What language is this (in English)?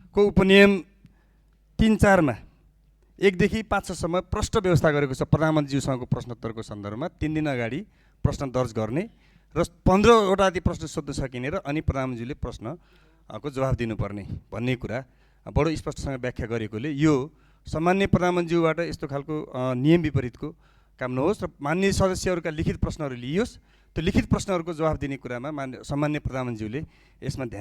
Nepali